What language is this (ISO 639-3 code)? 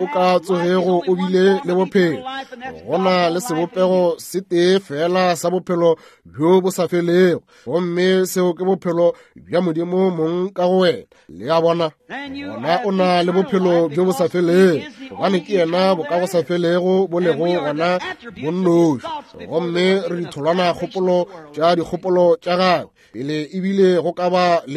nso